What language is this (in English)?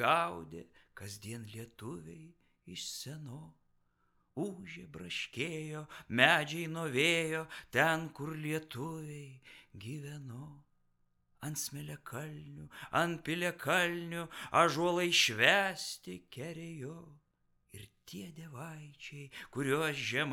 Lithuanian